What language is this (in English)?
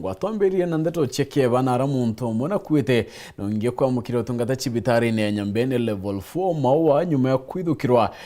Meru